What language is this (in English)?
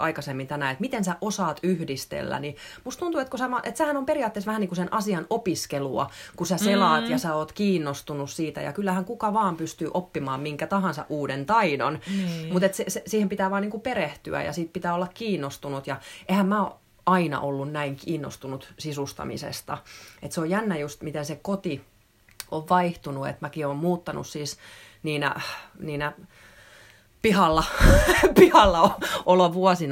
Finnish